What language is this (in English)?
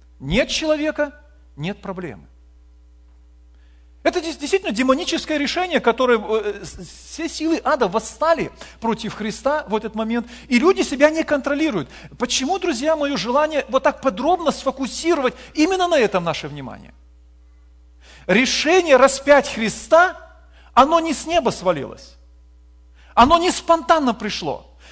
Russian